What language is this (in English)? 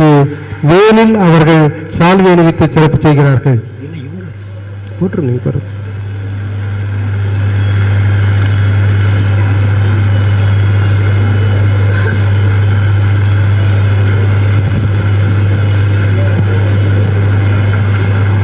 Tamil